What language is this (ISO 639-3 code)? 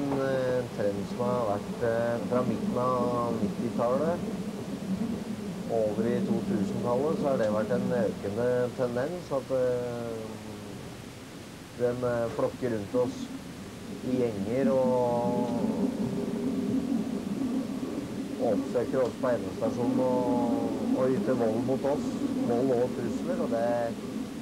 nor